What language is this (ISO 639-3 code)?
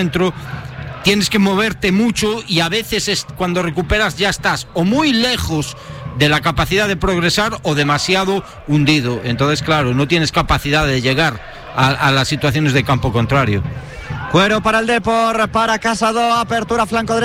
spa